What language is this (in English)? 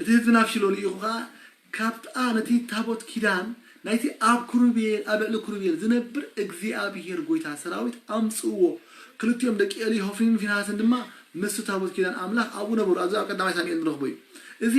Tigrinya